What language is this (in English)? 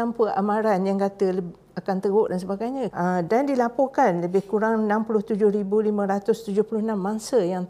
Malay